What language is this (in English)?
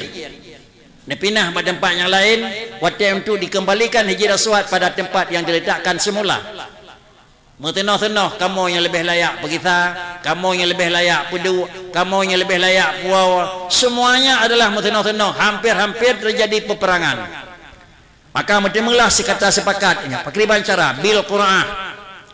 Achinese